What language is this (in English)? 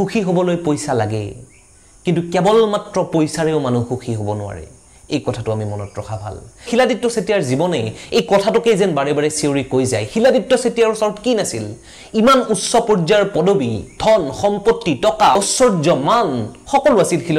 Assamese